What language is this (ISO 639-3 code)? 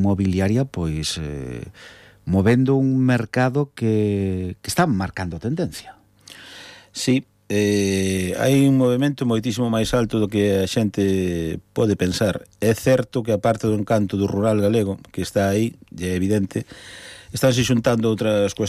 glg